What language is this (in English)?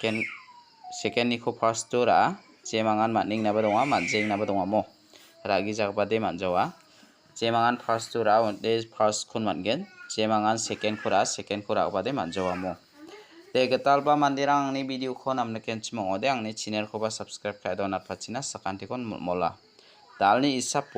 Garo